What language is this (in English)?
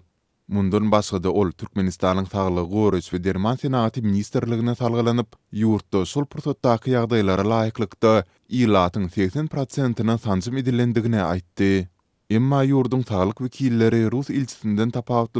Turkmen